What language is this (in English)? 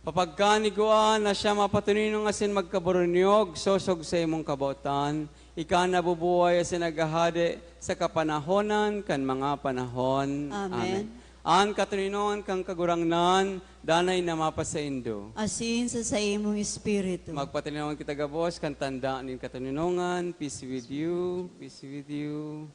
Bikol